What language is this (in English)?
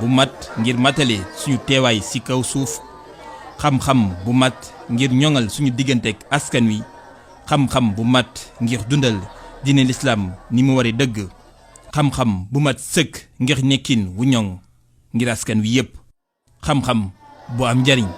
Wolof